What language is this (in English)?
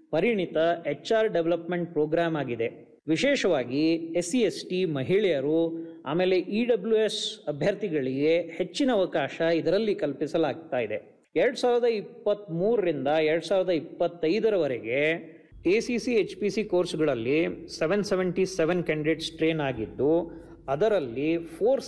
Kannada